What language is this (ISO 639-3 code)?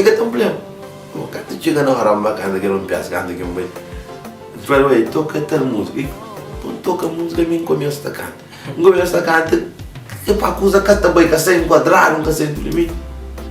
kea